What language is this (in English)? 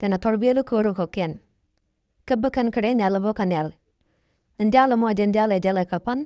Nuer